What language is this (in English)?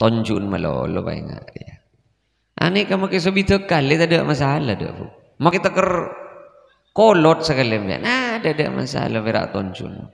Madurese